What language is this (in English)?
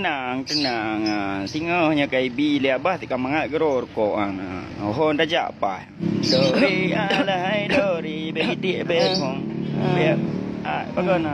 Achinese